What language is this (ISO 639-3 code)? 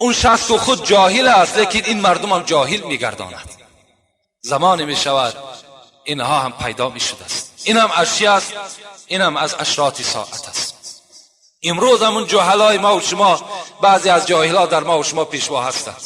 tgk